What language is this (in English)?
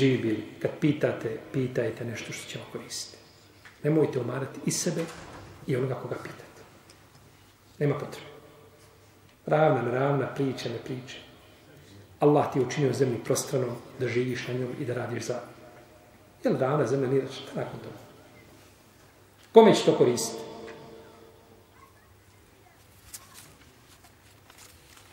Bosnian